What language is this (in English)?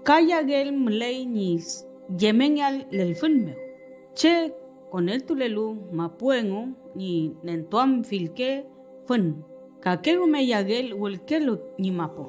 Mapuche